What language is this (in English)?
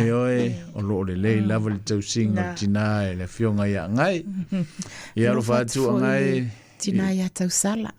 Samoan